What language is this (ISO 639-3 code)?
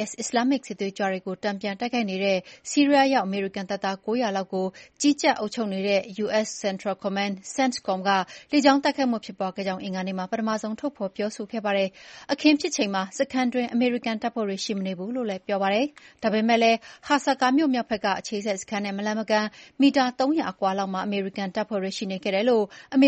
mya